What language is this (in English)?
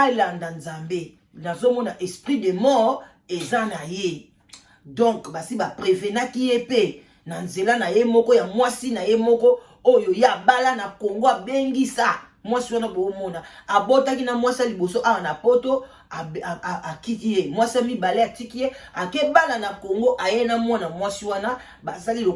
Lingala